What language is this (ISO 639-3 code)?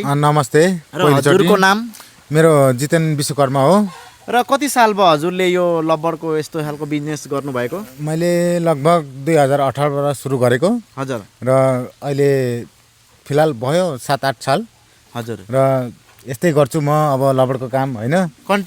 nep